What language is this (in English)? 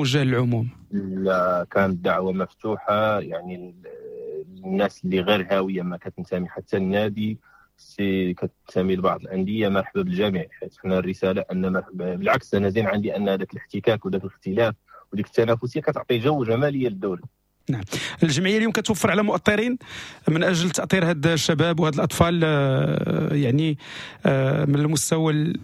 Moroccan Arabic